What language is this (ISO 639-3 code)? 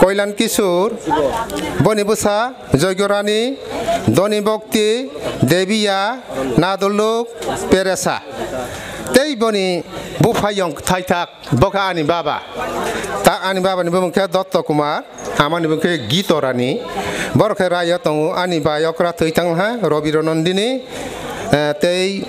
trp